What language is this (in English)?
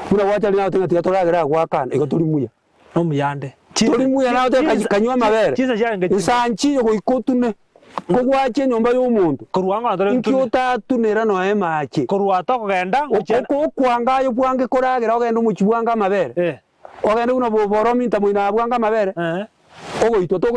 Gusii